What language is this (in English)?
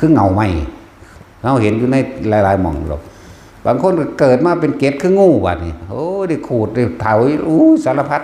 Northeastern Thai